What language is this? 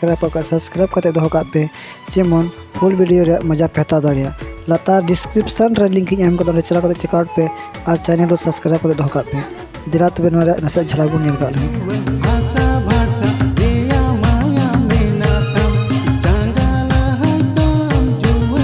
Santali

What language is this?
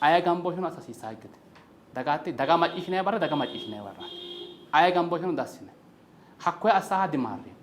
Sidamo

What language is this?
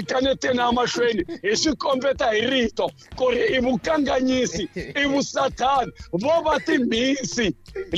Tsonga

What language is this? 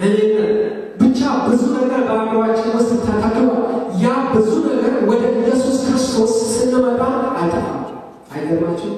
Amharic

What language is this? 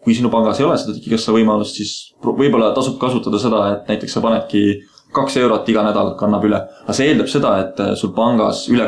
Estonian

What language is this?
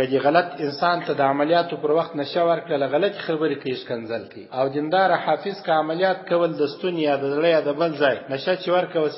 Pashto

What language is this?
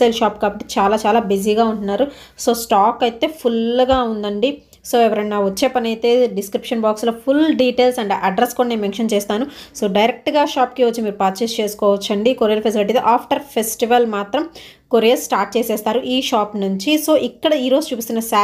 Telugu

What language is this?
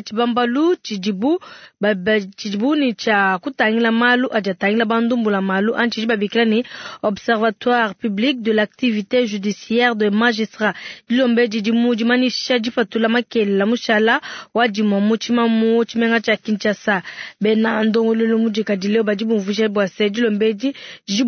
Luba-Lulua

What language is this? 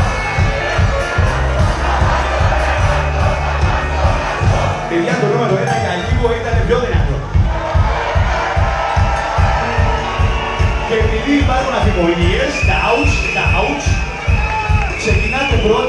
Greek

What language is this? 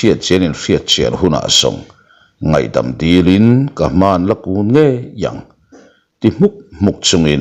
Mizo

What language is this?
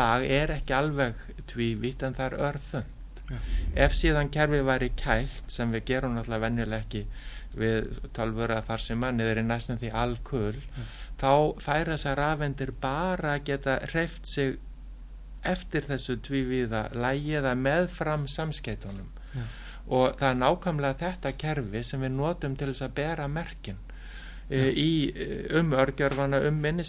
Icelandic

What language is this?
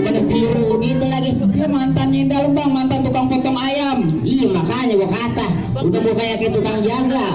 Betawi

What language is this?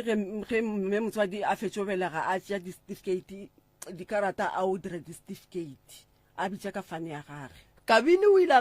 Northern Sotho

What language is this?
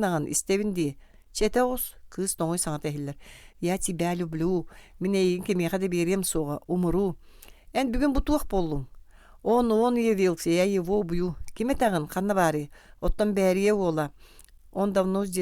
Yakut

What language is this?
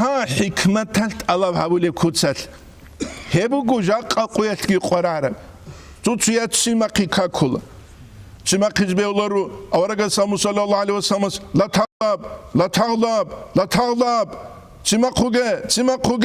Avaric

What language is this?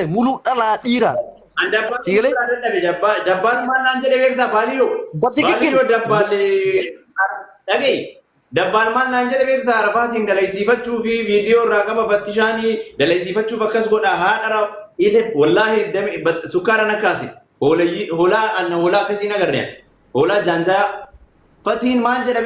Oromo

